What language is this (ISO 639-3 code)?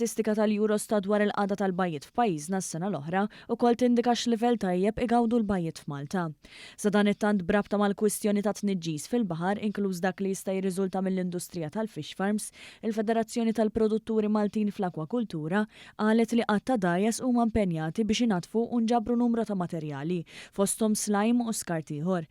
mlt